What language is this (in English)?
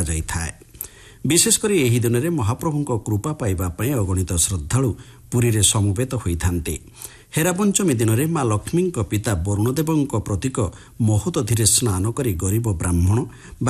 Odia